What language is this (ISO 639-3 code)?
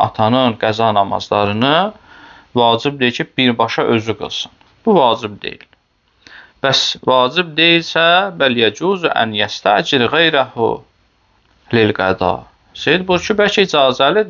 aze